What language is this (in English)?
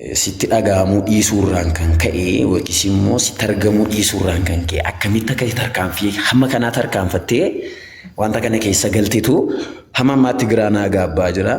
Oromo